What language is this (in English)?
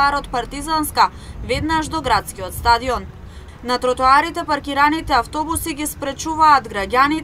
Macedonian